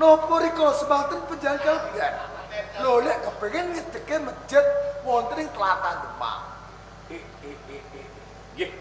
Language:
Javanese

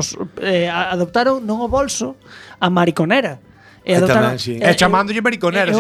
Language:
Galician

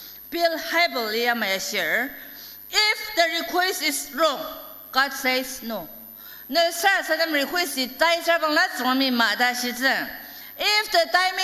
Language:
Ao Naga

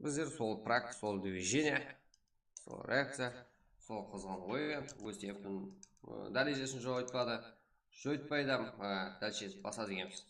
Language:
Kara-Kalpak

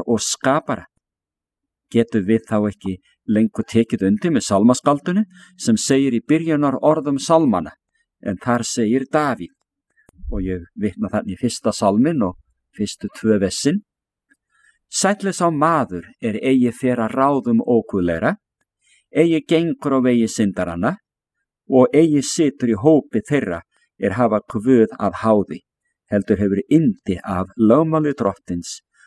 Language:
Icelandic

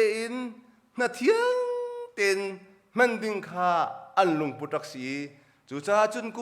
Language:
Hakha Chin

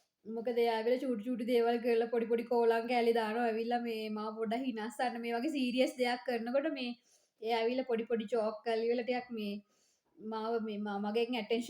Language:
Sinhala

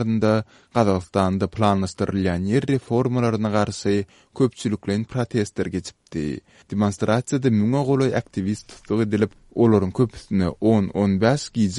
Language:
Turkmen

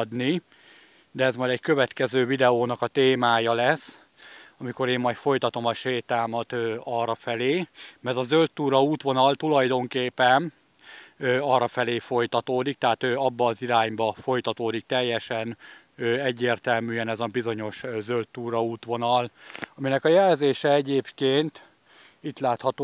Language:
Hungarian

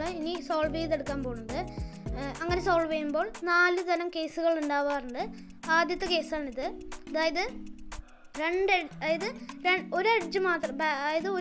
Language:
Malayalam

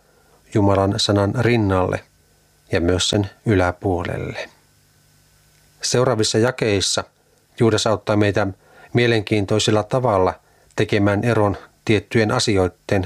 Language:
Finnish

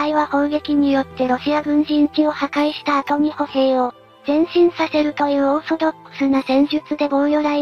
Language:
Japanese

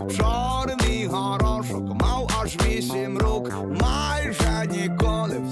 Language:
Ukrainian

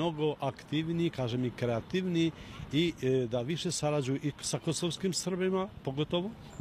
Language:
Serbian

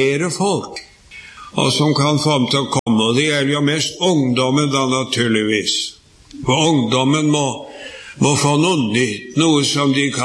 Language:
Norwegian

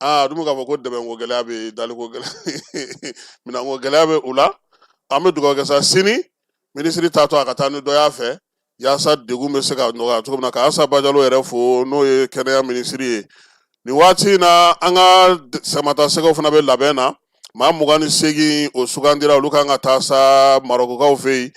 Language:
Bambara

